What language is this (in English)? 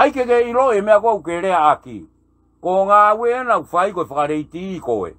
Tongan